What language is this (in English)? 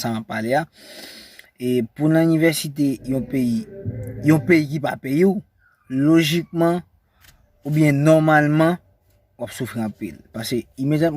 Haitian Creole